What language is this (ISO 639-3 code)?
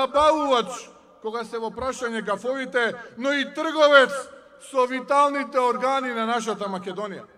mkd